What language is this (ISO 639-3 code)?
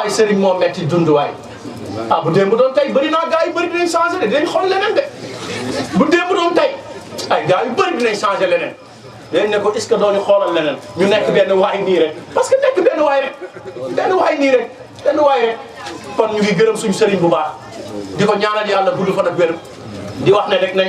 wol